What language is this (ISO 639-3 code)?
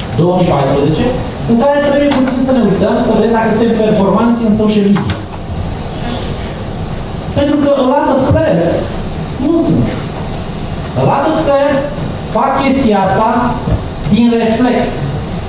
ron